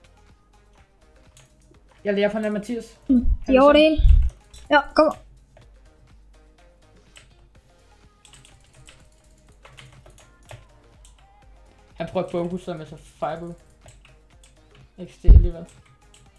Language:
Danish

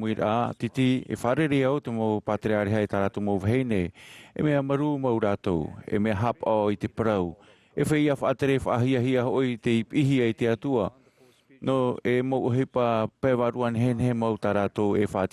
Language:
Tahitian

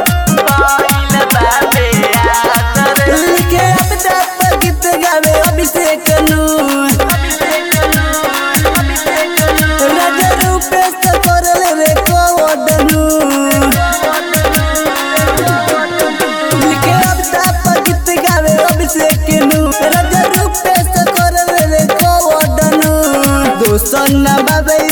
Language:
Bhojpuri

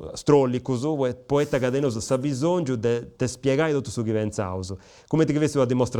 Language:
Sardinian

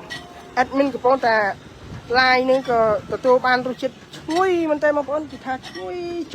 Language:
Khmer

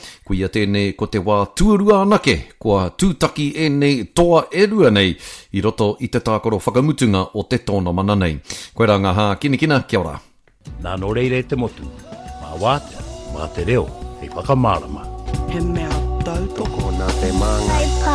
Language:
Māori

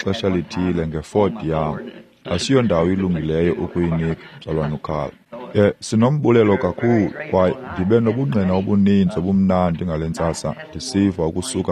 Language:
Xhosa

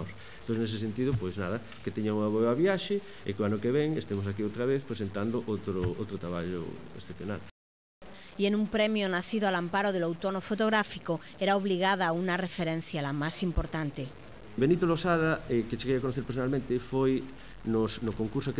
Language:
Galician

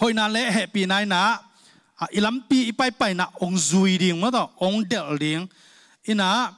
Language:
Tedim Chin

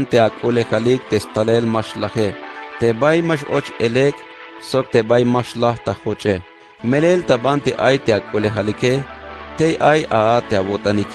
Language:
Tzeltal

